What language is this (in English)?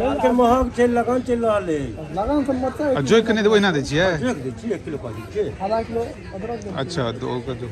Maithili